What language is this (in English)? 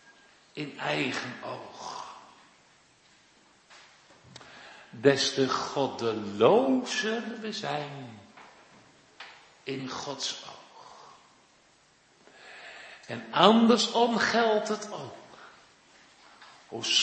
Dutch